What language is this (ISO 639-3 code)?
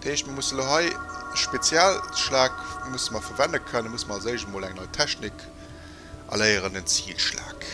ltz